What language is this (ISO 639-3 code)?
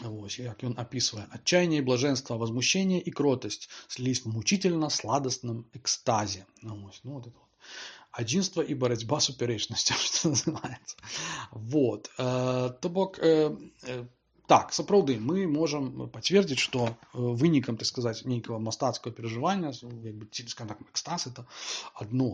bel